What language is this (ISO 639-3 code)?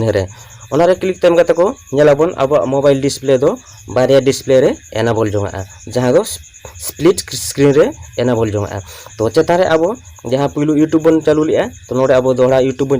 sat